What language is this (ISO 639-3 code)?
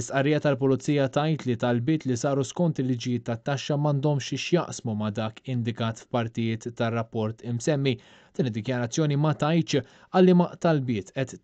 mlt